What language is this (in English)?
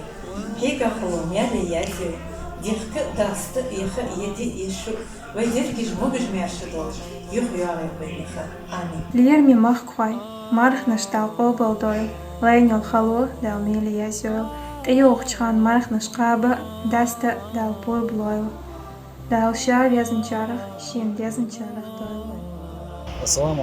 Chechen